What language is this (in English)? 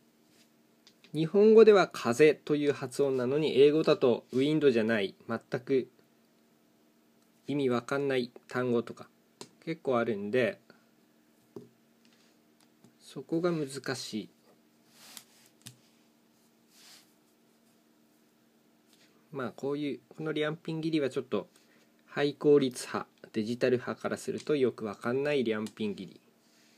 Japanese